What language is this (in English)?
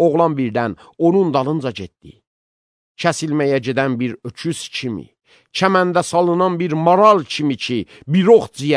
Azerbaijani